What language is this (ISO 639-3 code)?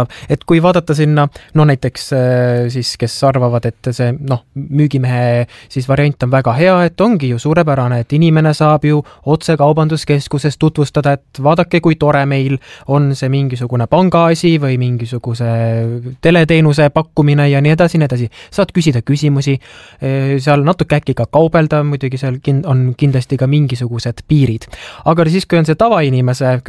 est